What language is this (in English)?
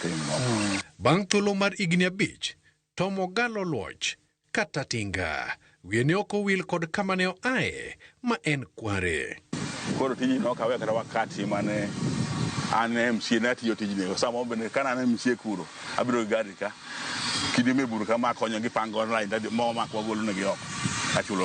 Luo (Kenya and Tanzania)